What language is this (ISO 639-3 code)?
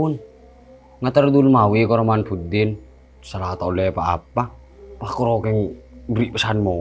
mad